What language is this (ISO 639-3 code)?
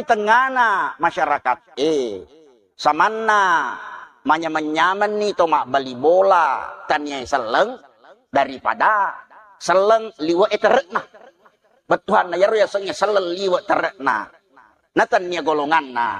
bug